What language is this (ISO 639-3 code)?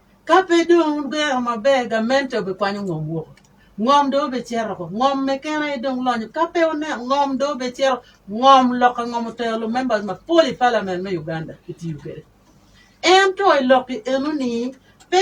ach